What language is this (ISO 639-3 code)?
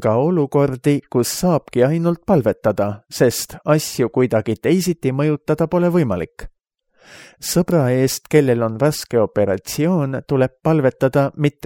est